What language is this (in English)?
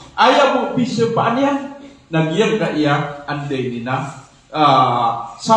Maranao